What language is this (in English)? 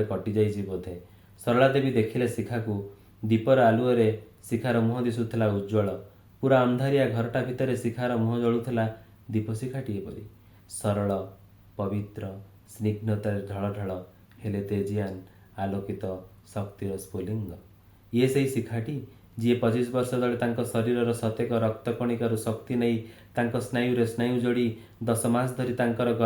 Odia